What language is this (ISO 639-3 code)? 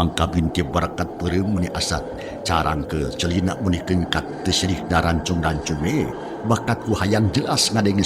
sun